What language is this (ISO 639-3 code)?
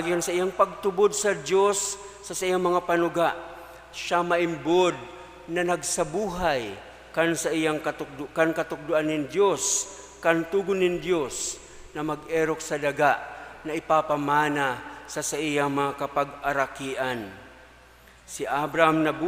bik